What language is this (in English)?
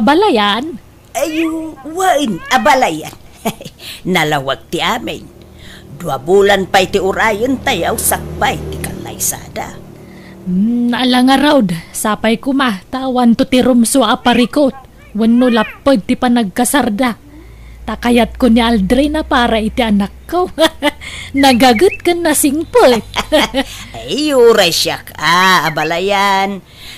Iloko